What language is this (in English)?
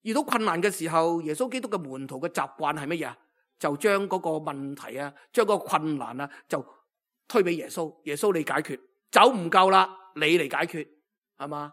Cantonese